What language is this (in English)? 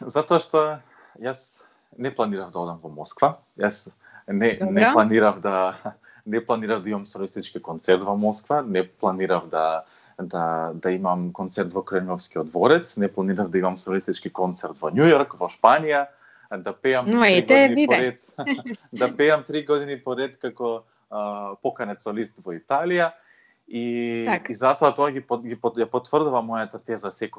Macedonian